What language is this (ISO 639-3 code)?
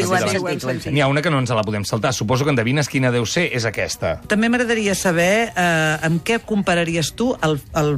cat